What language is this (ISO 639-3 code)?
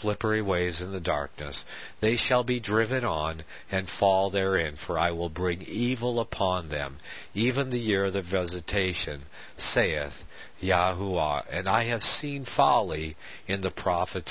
eng